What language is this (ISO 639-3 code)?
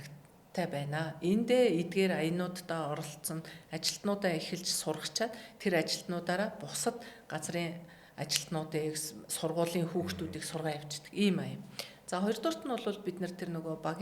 mon